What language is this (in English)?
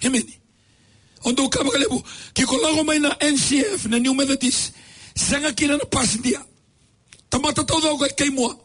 Fijian